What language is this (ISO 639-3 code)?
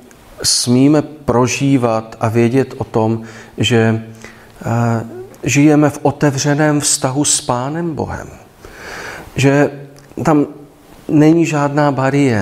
ces